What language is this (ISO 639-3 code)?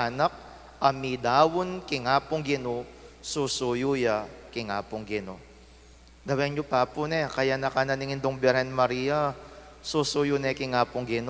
pam